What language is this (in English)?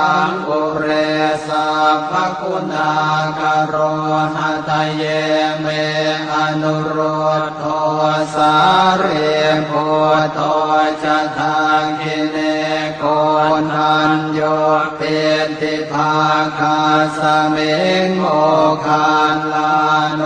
Pali